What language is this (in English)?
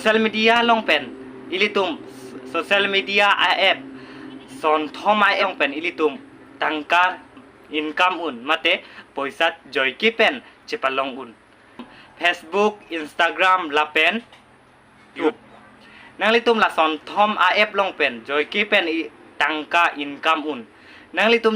Karbi